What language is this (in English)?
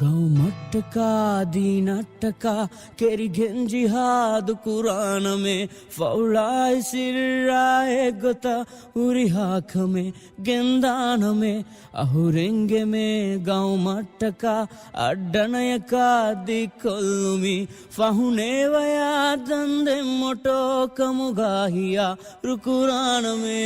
Divehi